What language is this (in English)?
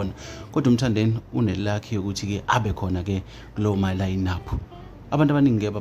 Zulu